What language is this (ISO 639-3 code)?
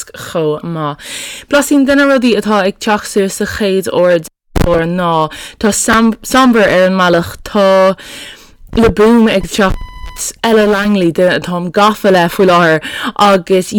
gle